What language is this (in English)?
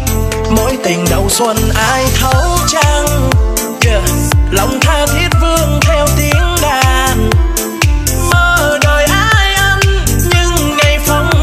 Vietnamese